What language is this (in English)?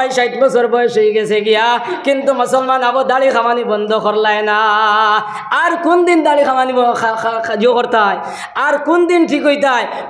Sylheti